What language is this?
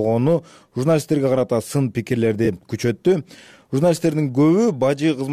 Kyrgyz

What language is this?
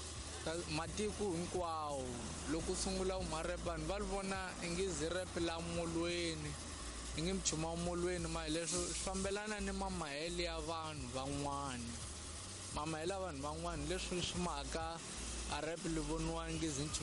Tsonga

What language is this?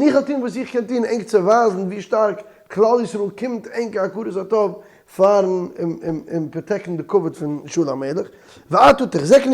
Yiddish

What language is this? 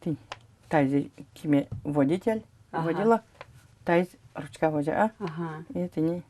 Udmurt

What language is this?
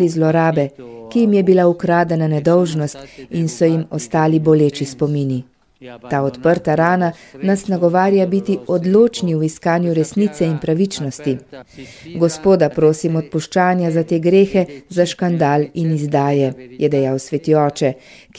Slovenian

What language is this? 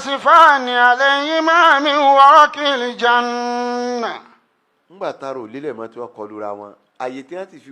Yoruba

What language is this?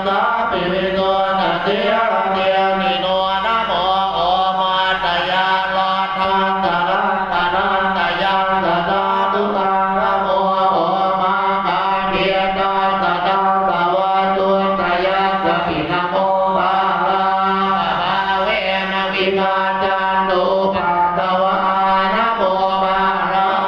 Pali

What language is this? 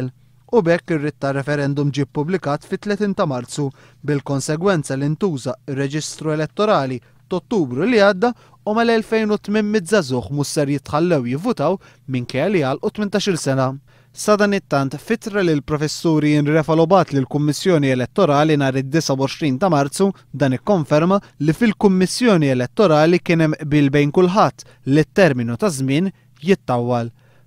Maltese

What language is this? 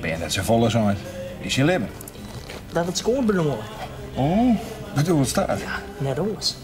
Western Frisian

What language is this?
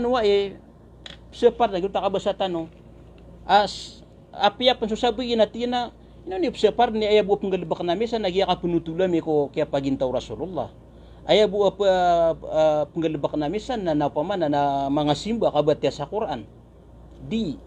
Maranao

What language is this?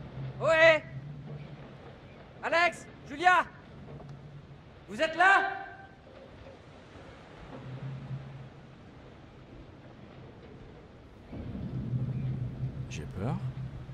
French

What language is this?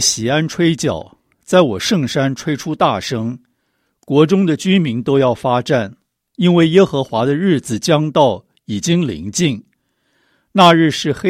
Chinese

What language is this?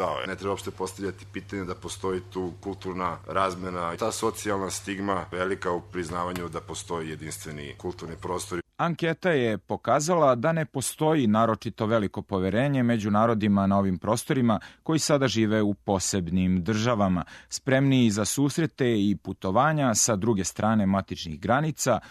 Serbian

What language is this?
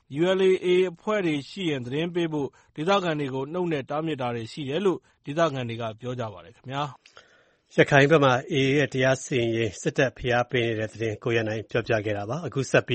Burmese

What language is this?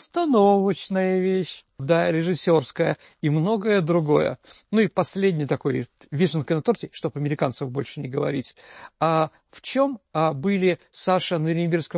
Russian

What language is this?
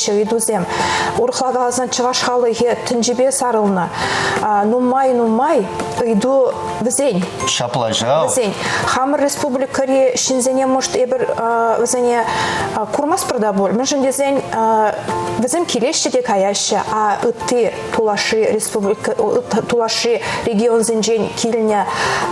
Chuvash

